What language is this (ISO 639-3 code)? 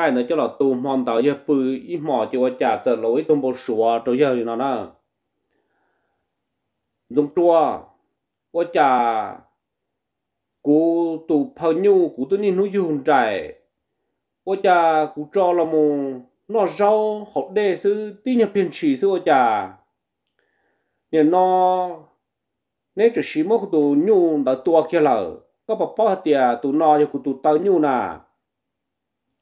vie